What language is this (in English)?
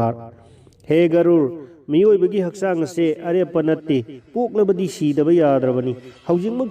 Manipuri